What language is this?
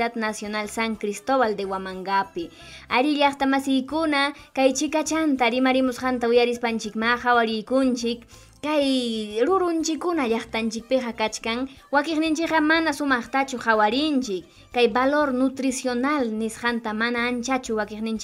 Ayacucho Quechua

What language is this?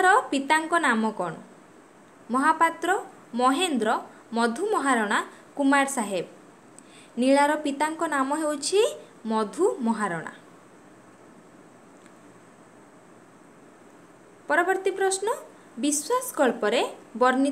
Odia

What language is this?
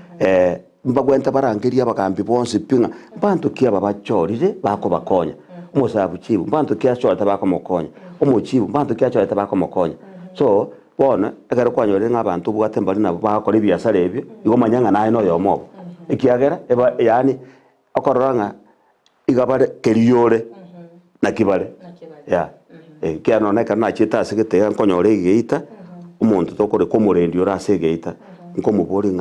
Gusii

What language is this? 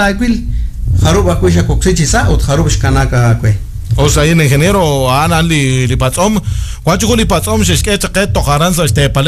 Kekchí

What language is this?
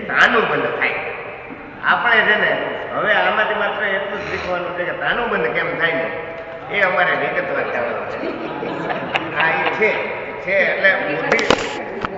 Gujarati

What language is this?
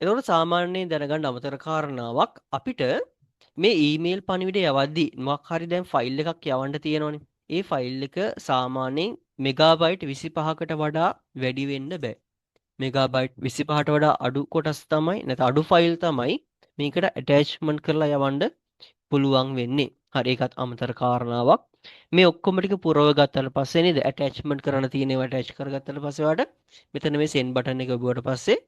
Sinhala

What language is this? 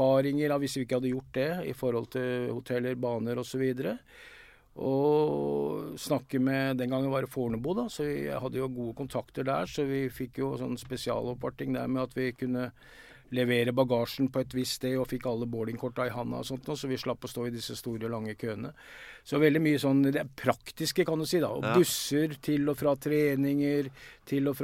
Norwegian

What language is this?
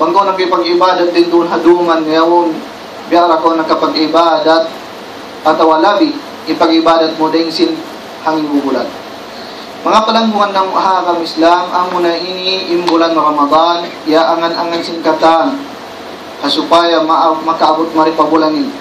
Tausug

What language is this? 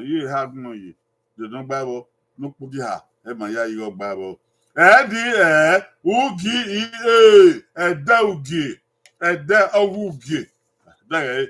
Bini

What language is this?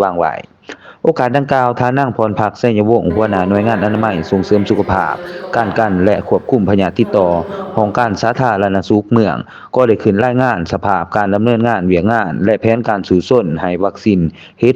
Lao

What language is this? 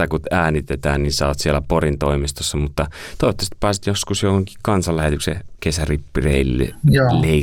Finnish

